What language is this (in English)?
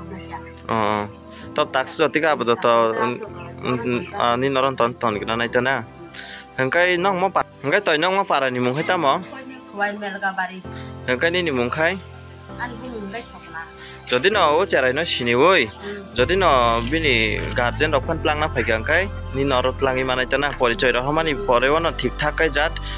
Kok Borok